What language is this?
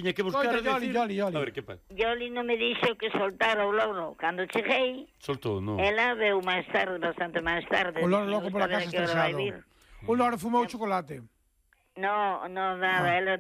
Galician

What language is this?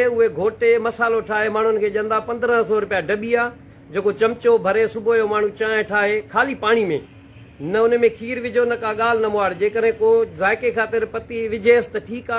Sindhi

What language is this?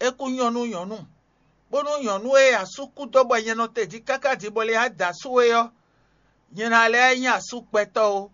Fon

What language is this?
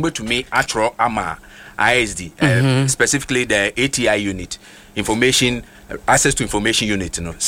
Akan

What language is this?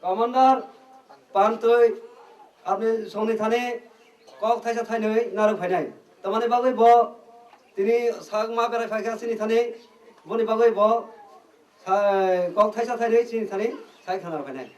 Riang (India)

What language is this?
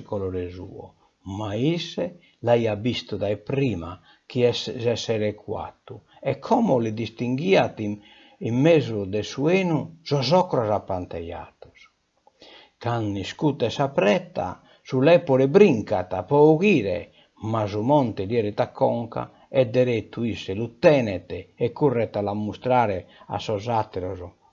Sardinian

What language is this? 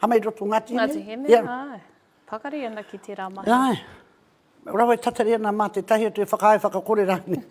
Māori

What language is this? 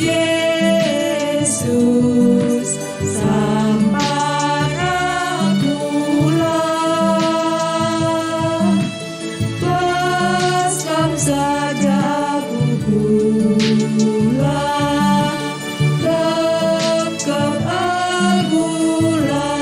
Batak Karo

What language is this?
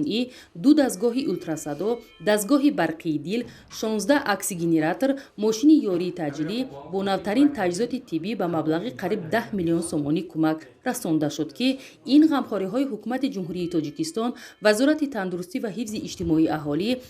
Tajik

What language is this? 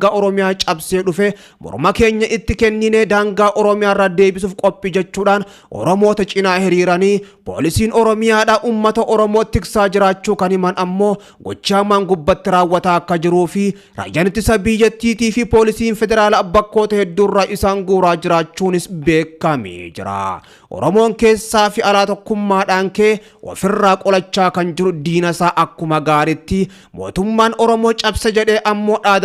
Oromo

